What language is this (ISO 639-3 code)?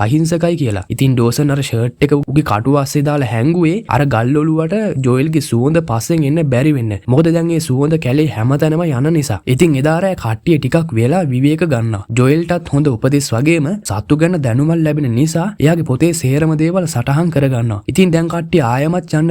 sin